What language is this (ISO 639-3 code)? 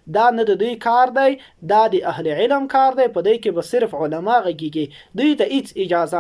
pus